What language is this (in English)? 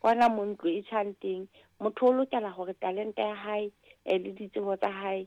Southern Sotho